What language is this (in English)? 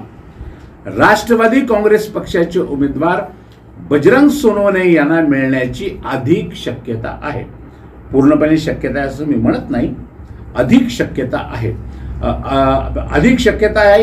Marathi